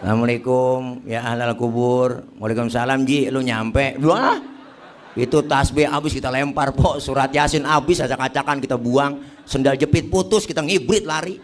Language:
Betawi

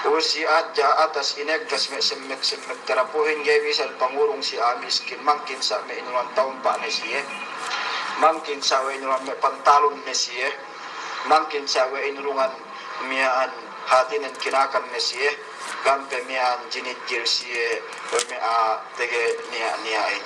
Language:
Yakan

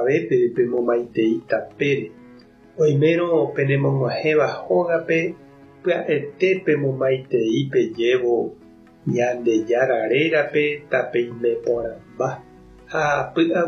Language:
Guarani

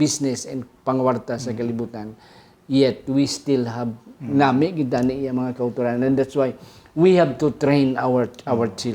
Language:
Hiligaynon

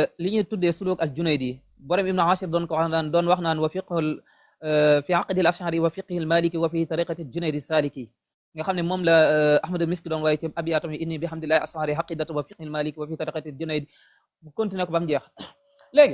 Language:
Wolof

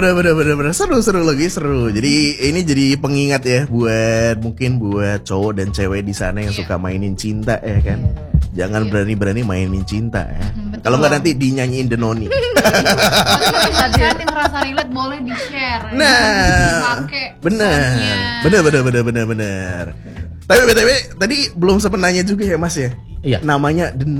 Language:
Indonesian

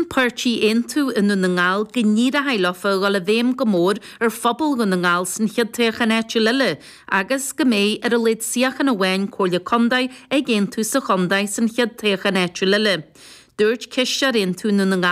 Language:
Irish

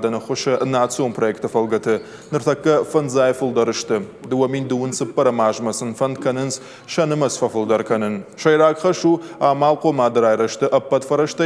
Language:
Ossetic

